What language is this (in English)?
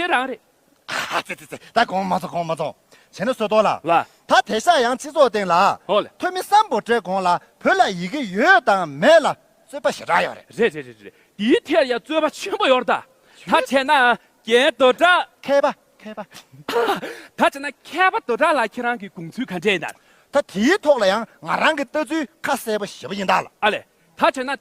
Tibetan